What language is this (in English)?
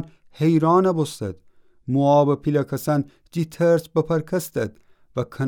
Gilaki